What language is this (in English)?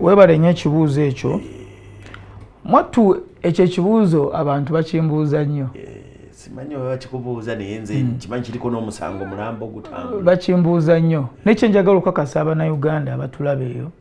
Ganda